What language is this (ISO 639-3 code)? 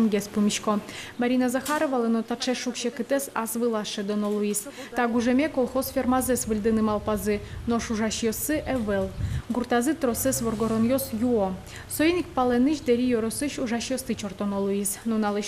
udm